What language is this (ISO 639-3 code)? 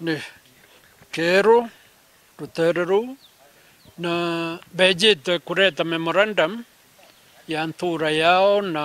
mer